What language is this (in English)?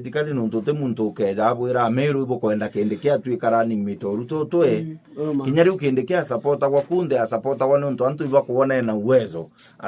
Meru